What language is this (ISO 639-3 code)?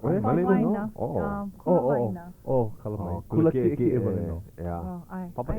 haw